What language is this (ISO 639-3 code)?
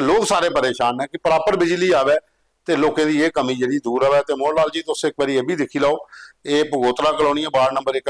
doi